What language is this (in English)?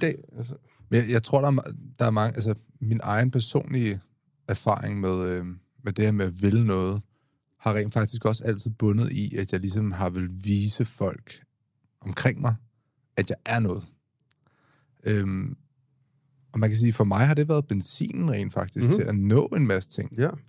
Danish